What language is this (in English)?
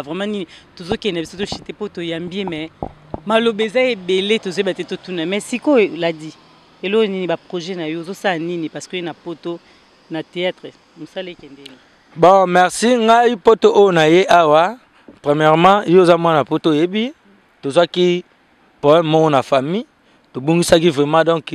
Lingala